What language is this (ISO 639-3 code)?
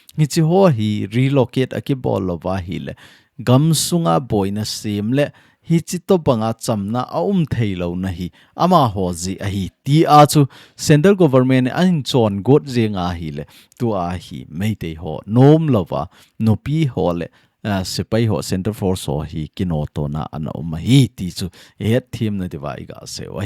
tcz